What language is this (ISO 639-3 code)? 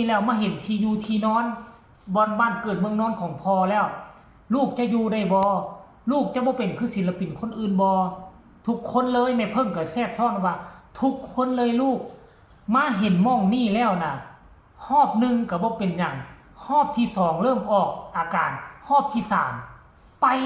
lao